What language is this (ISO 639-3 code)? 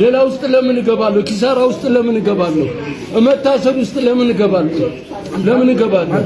amh